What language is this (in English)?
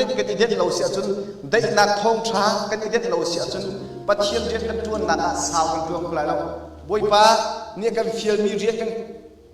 Hakha Chin